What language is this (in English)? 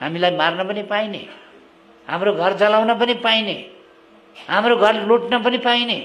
Nepali